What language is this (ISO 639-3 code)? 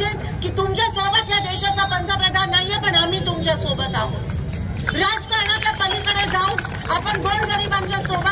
mar